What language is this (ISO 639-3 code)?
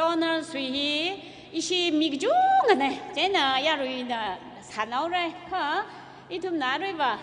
nmf